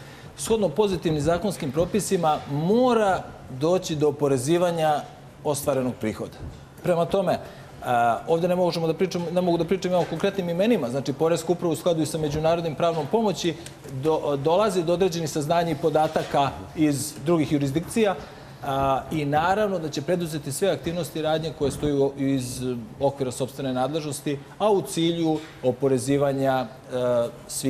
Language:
Serbian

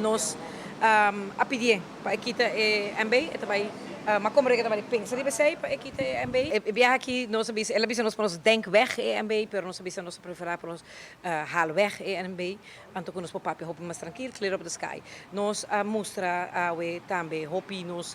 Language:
Papiamento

